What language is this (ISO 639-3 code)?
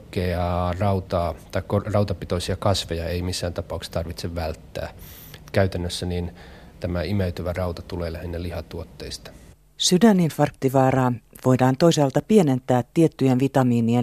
fin